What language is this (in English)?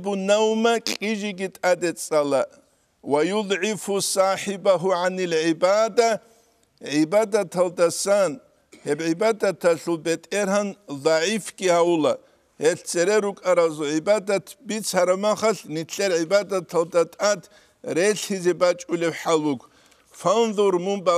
Avaric